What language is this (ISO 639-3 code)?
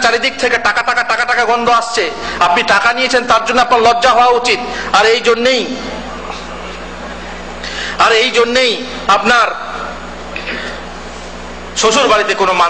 ben